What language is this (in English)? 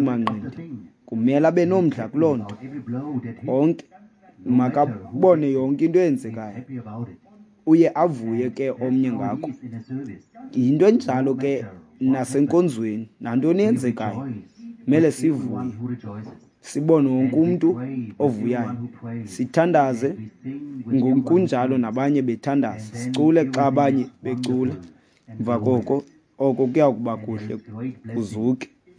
Xhosa